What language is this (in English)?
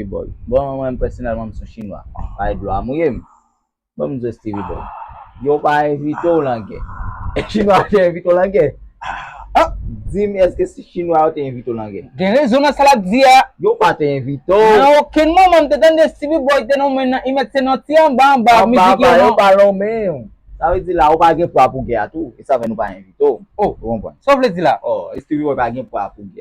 Haitian Creole